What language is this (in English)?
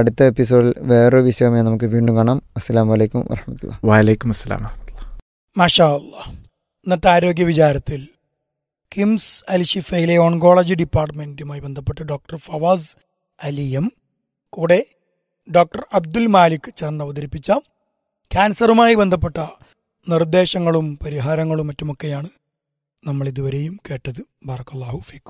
Malayalam